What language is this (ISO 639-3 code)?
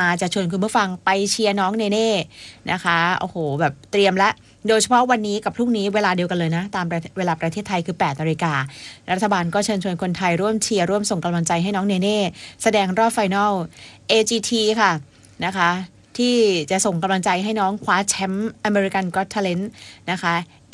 tha